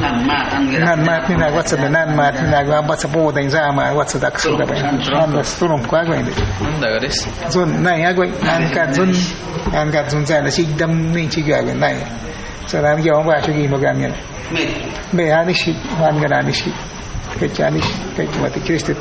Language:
Awa-Cuaiquer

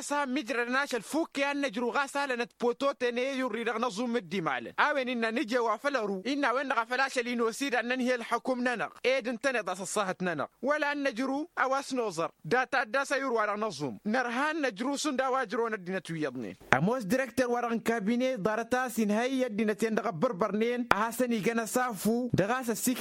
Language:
Tamasheq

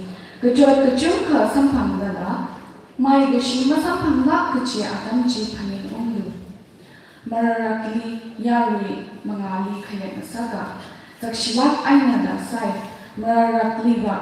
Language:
Tangkhul Naga (India)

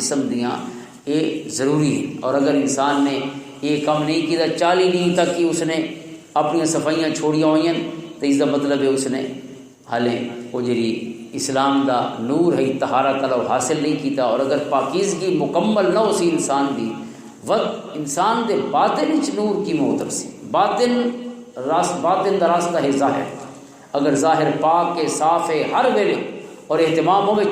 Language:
Western Panjabi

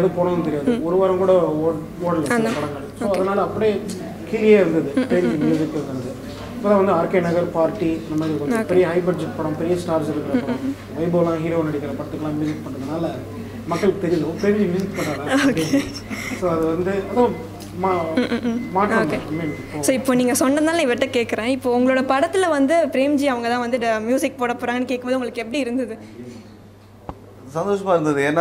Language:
Tamil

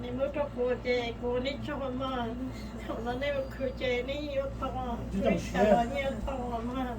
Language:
Hmong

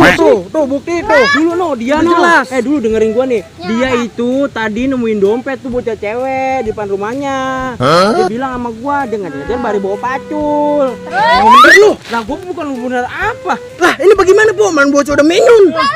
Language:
Betawi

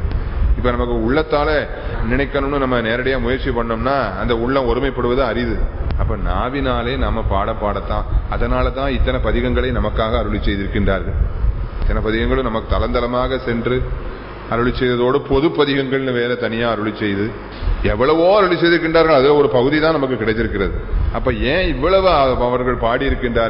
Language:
Tamil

